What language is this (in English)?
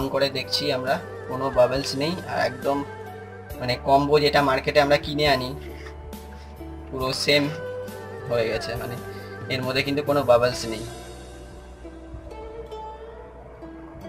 Bangla